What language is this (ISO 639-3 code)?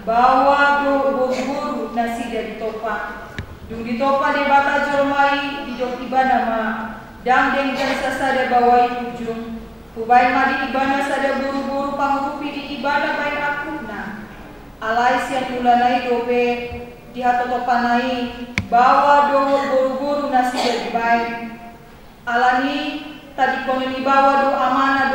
bbc